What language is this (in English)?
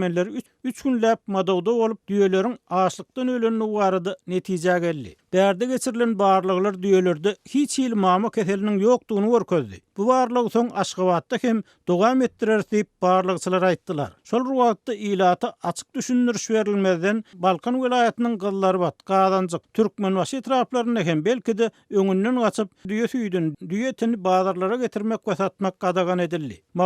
Turkmen